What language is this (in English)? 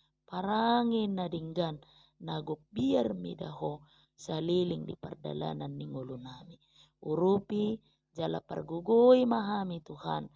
Batak Toba